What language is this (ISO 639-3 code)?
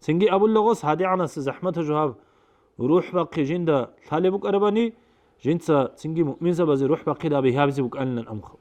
ava